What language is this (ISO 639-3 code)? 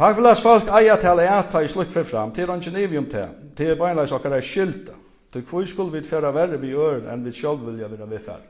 fao